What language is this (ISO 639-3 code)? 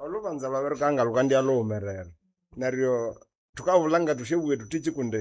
nnb